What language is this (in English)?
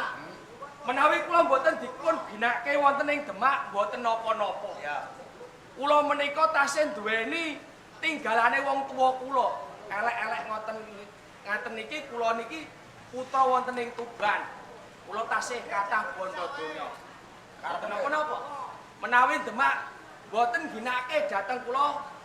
Javanese